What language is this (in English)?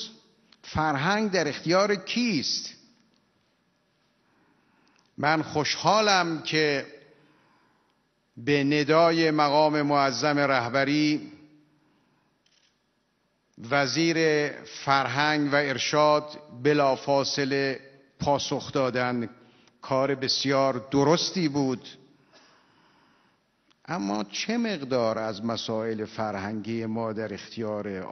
Persian